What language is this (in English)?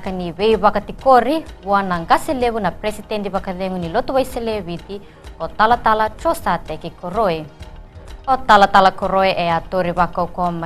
Fijian